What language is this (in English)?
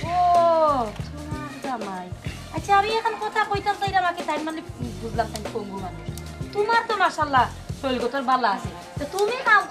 Sylheti